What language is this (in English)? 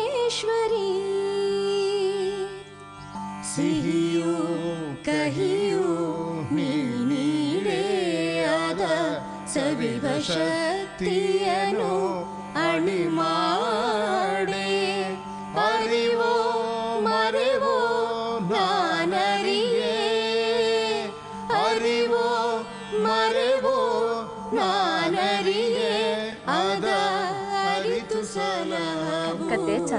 Kannada